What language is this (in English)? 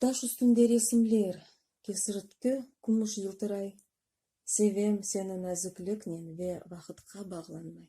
Crimean Tatar